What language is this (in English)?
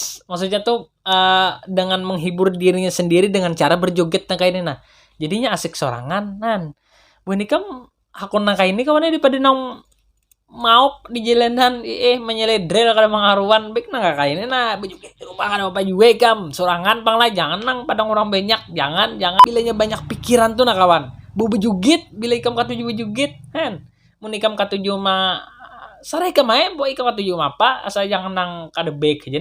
Banjar